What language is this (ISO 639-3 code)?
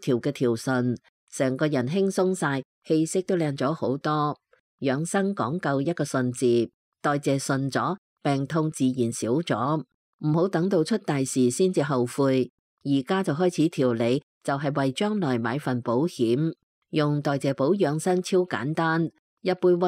yue